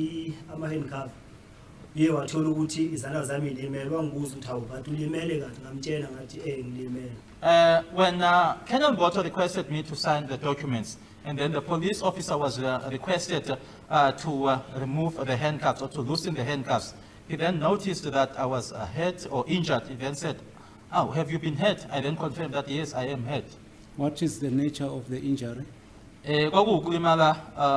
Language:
Zulu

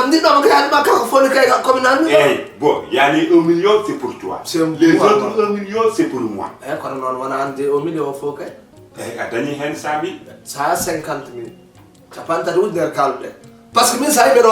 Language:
Fula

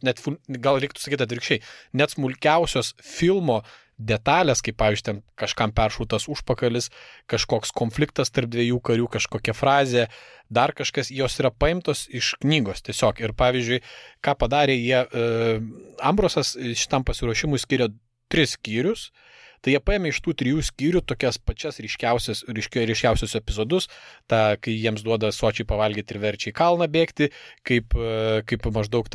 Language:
Lithuanian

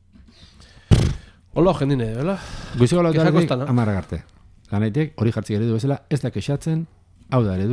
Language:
Basque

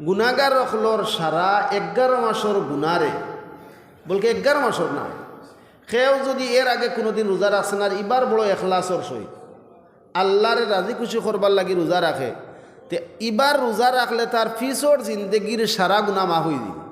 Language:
Sylheti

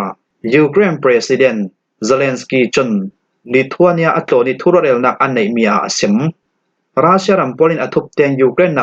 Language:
Falam Chin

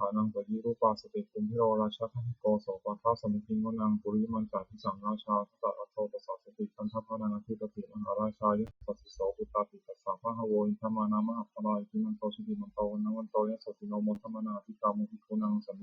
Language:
Pali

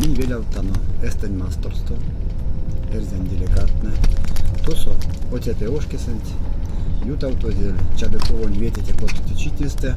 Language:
Erzya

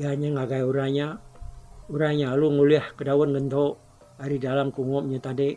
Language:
Iban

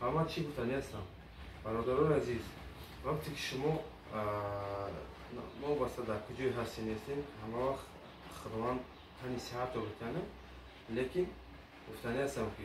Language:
Tajik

